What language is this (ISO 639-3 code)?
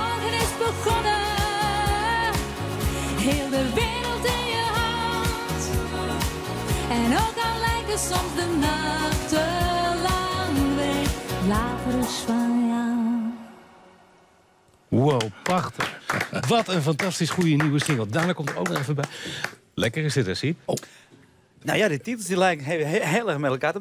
nld